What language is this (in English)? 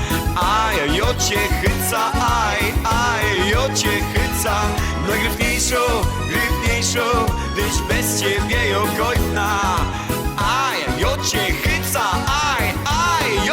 Silesian